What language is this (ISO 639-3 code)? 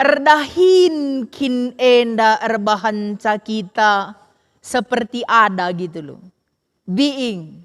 btx